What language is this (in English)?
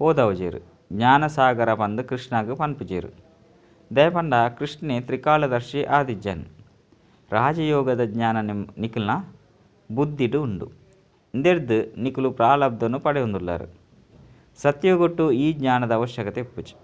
Tulu